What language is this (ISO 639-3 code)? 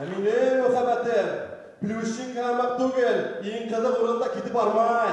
bak